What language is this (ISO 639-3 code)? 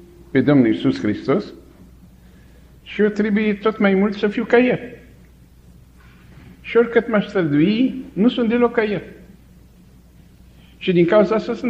ron